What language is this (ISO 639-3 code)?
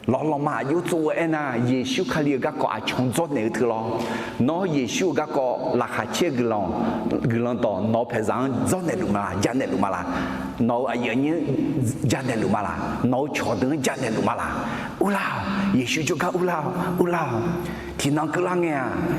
ahk